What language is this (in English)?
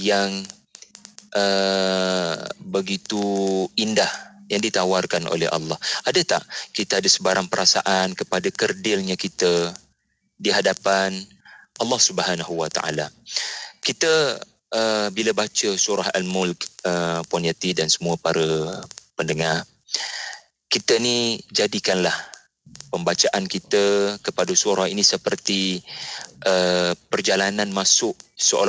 Malay